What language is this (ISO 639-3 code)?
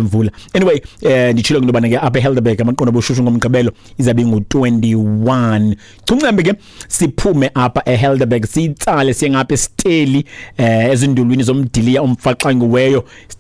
xho